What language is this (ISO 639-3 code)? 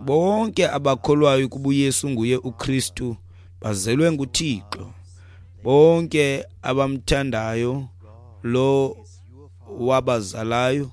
xho